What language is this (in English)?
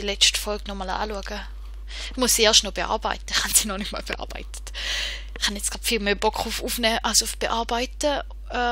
Swiss German